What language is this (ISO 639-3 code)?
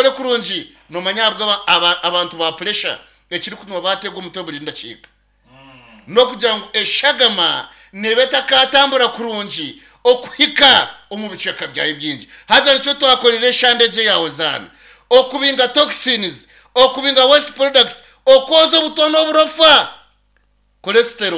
nyn